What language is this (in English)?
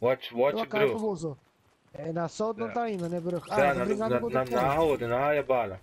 Papiamento